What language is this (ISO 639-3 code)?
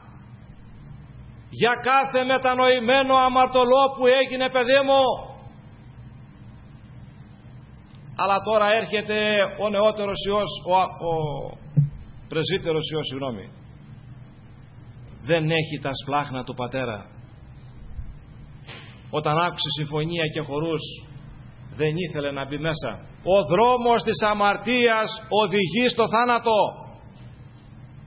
ell